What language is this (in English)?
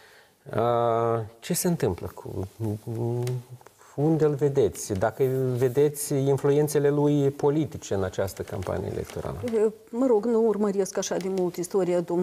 Romanian